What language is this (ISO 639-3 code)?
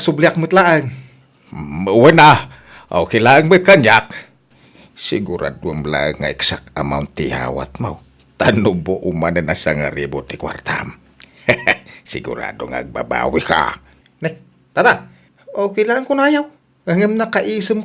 ilo